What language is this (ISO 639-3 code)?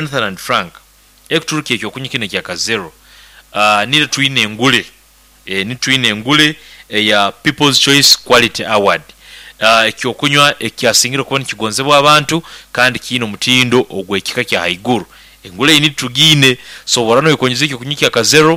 nyo